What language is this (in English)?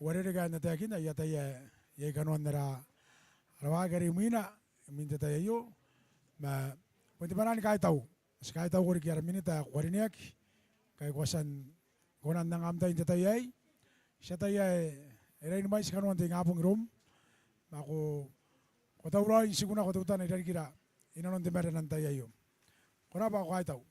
Gilbertese